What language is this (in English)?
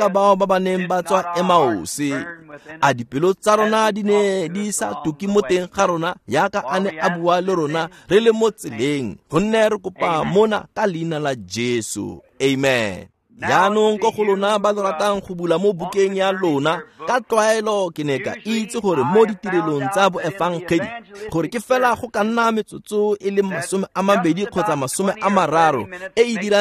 Tswana